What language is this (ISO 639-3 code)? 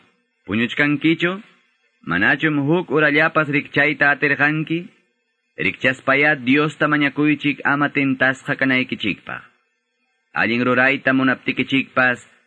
que